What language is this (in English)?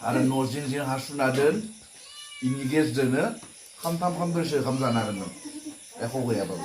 Bodo